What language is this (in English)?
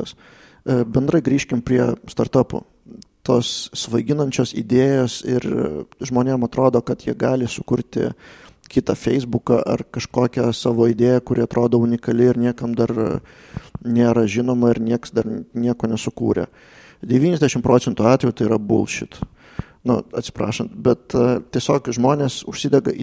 Lithuanian